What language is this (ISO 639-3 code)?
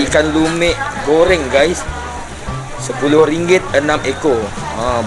msa